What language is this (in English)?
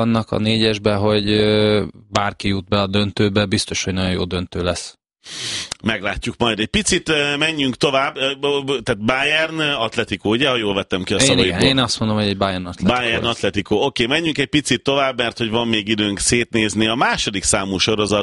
Hungarian